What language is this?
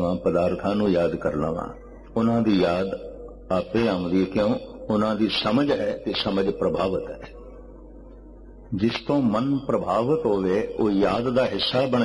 Punjabi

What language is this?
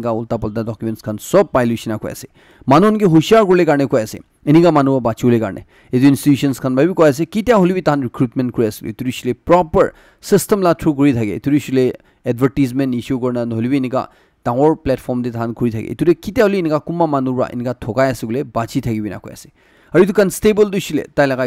Naga Pidgin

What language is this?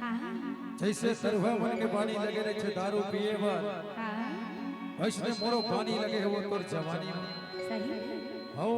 Chhattisgarhi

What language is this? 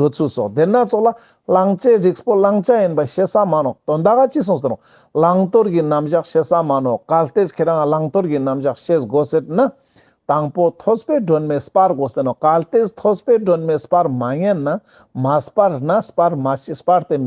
Ladakhi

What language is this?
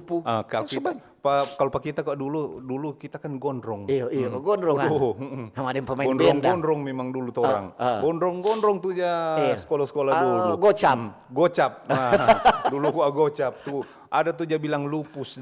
Manado Malay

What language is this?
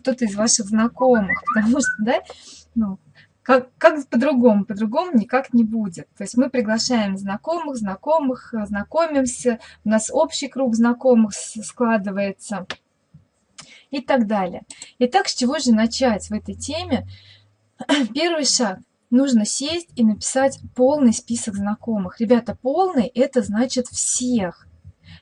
Russian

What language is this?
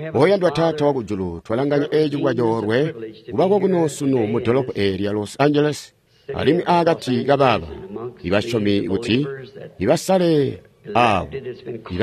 Tonga (Zambia)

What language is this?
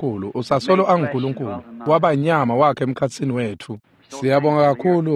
Swati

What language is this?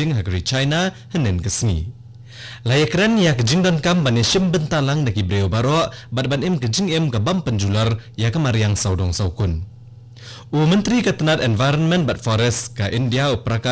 Khasi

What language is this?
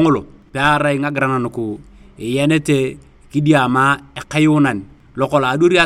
Turkana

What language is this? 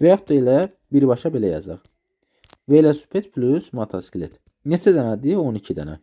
Azerbaijani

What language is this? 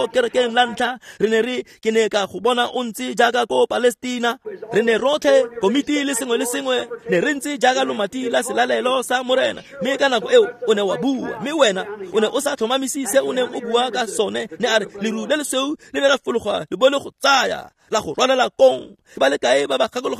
Tswana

